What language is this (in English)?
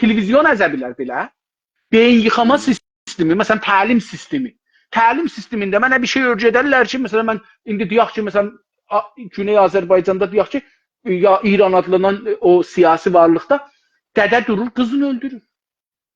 South Azerbaijani